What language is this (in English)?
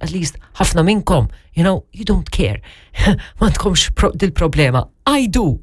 Maltese